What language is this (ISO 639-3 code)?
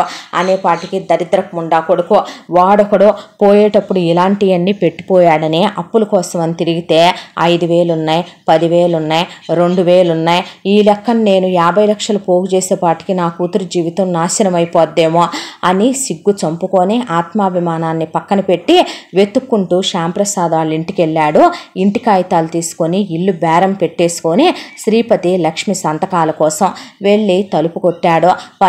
tel